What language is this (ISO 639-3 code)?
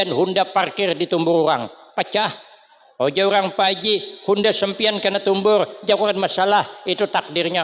bjn